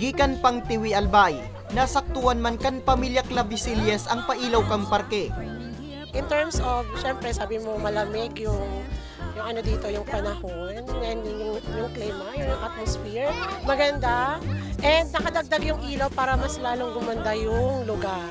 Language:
Bikol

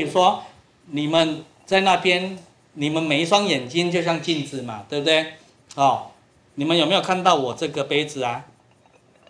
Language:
Chinese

